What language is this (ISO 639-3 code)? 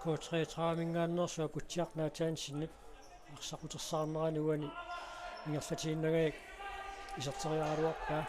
kal